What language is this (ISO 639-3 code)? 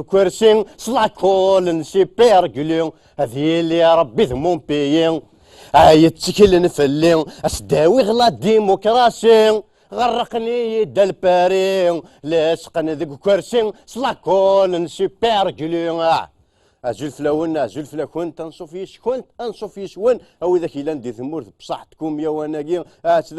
kab